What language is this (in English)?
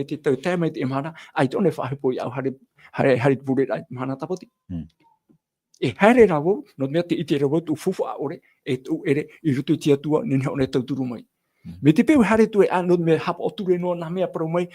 Tahitian